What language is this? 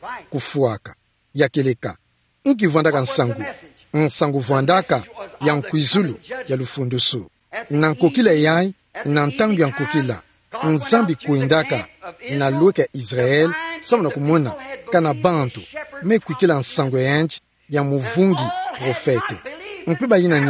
Kituba (Democratic Republic of Congo)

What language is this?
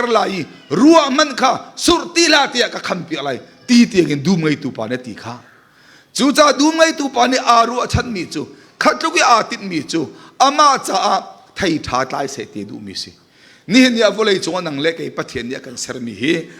Hakha Chin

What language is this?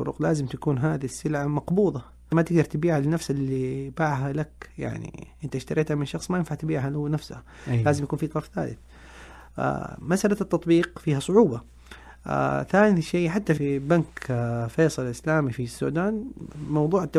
Najdi Arabic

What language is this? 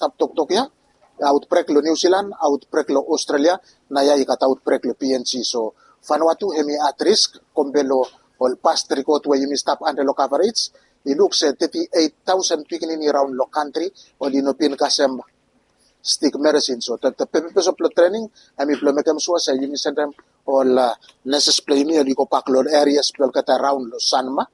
Bislama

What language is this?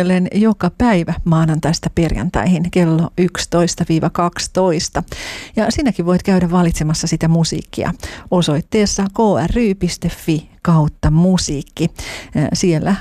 Finnish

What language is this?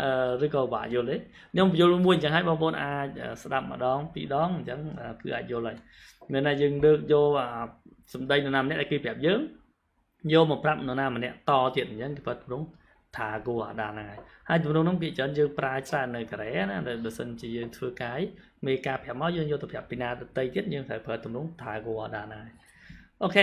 Khmer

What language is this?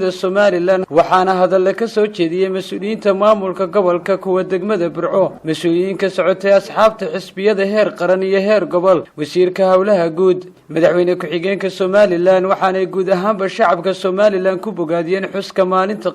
Somali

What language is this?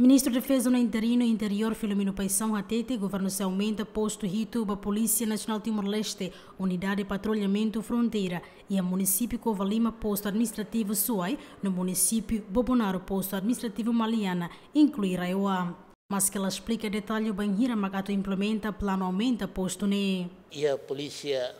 Tetum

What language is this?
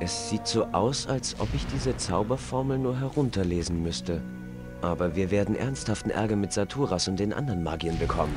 Bavarian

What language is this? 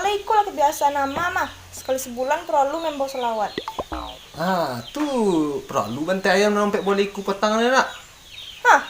Minangkabau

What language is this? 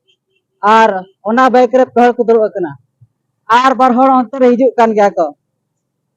Santali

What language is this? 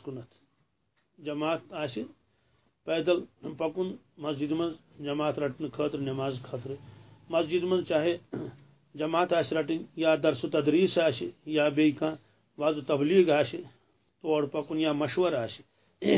Kashmiri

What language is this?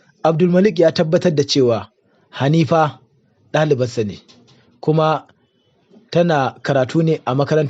Hausa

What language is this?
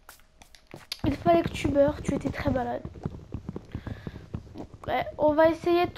French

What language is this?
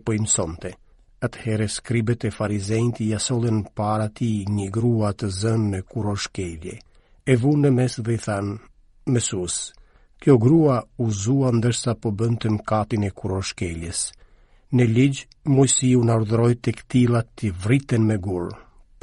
Albanian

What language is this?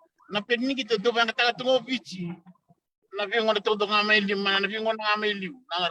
Fijian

